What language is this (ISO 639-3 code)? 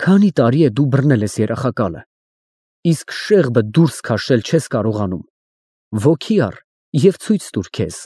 hye